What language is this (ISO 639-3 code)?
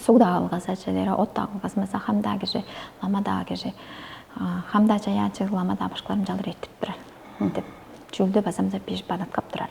tyv